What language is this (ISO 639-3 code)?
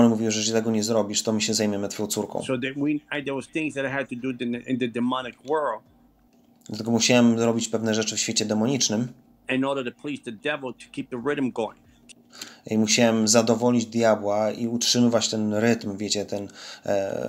pol